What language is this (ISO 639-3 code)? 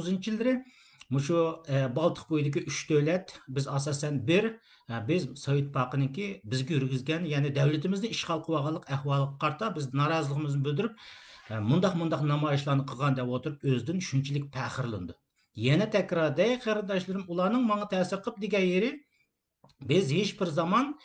uig